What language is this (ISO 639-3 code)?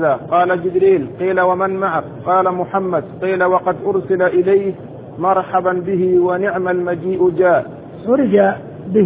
ara